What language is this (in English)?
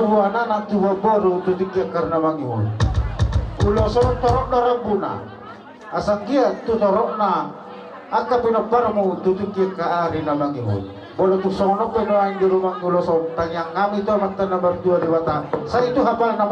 Batak Toba